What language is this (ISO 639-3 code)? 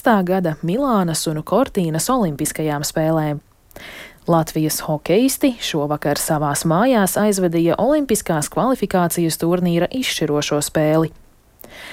lav